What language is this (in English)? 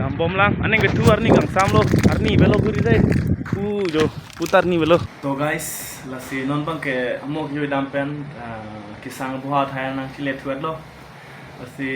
Karbi